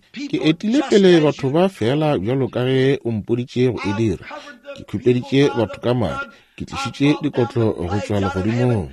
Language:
Northern Sotho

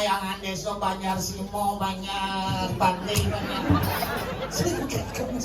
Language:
Balinese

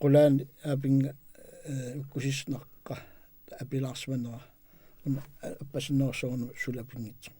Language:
Kalaallisut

